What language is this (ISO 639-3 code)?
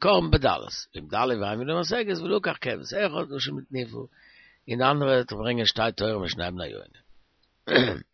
yid